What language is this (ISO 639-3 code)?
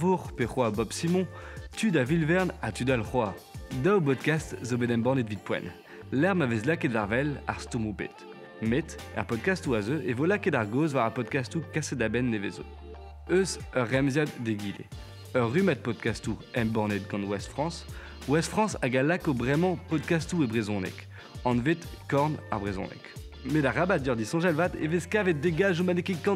bre